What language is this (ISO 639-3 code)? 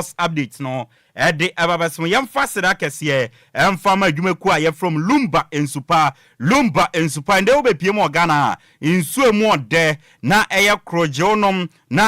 aka